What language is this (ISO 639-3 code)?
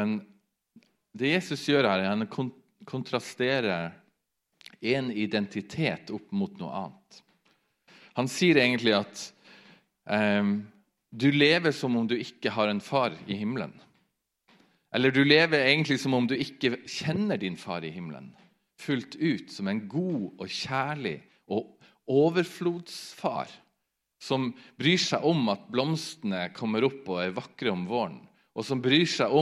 nor